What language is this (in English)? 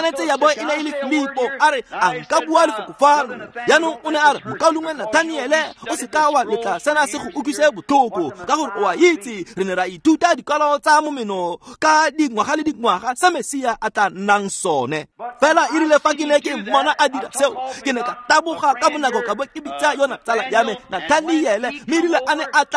Tswana